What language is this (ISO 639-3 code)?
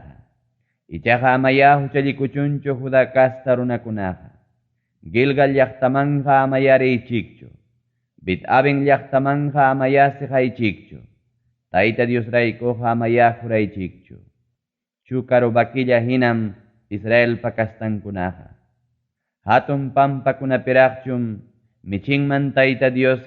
quy